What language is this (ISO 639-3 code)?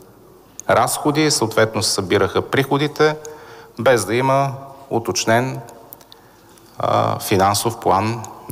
bul